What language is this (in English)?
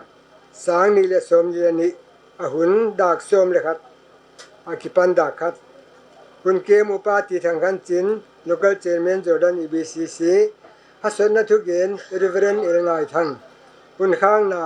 Paite Chin